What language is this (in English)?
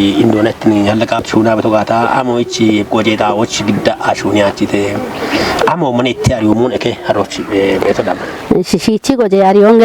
Kafa